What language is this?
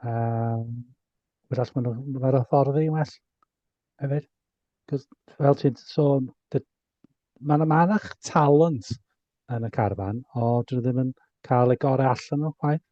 Welsh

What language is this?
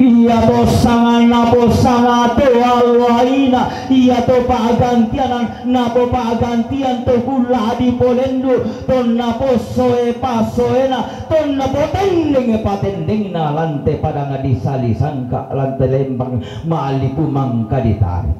Toraja-Sa'dan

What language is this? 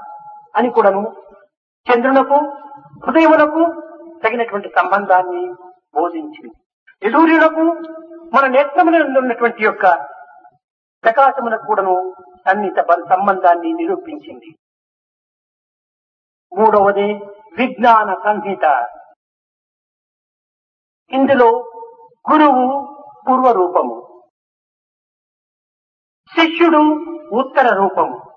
Telugu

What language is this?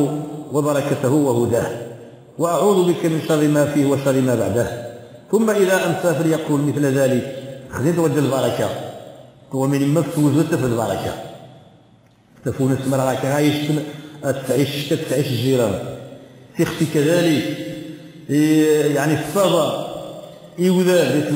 Moroccan Arabic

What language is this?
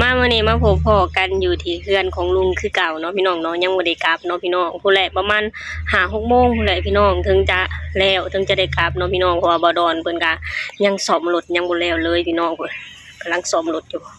Lao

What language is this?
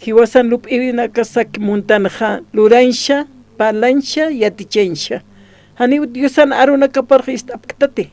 Aymara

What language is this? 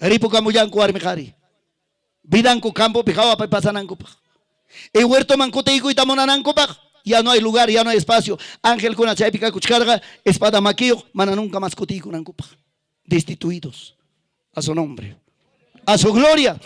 Ayacucho Quechua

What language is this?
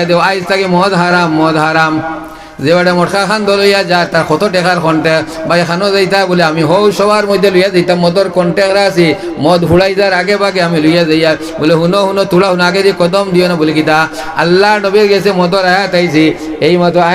Sylheti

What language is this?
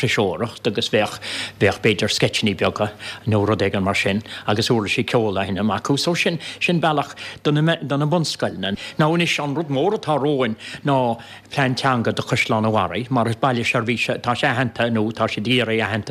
Irish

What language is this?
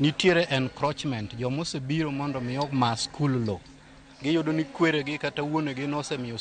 Luo (Kenya and Tanzania)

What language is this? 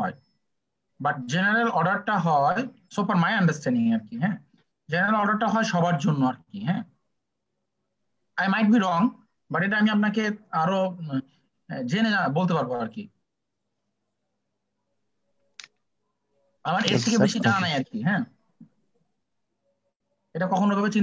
Bangla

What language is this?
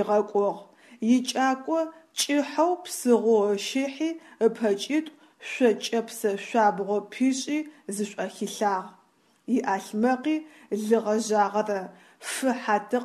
Adyghe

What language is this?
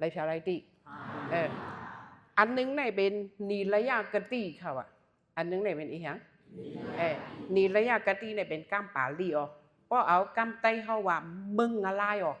Shan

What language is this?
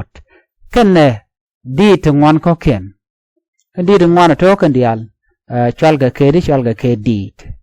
Nuer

